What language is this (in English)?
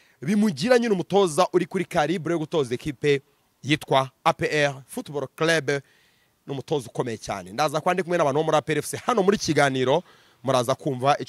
Kinyarwanda